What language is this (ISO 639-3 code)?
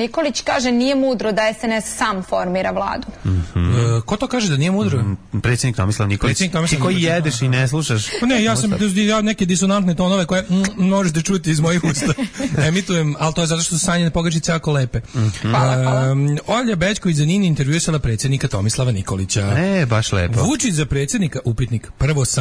srp